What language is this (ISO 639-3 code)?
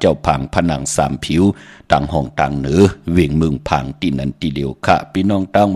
shn